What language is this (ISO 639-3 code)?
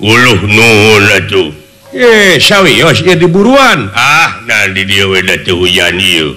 sun